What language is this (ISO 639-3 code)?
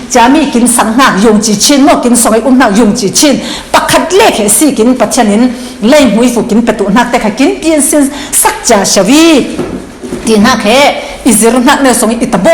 cfm